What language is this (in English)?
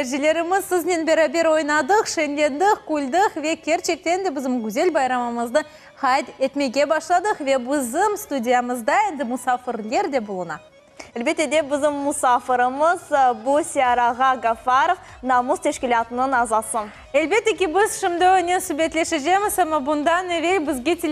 Crimean Tatar